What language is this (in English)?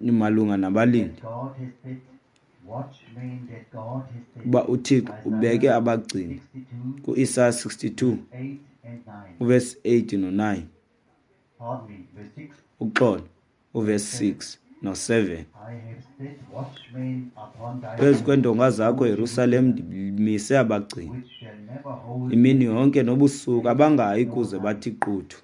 Xhosa